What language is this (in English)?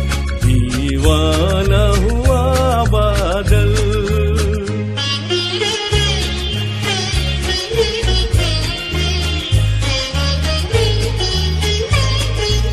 Hindi